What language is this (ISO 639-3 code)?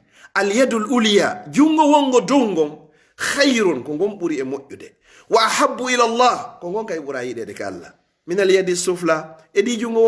ful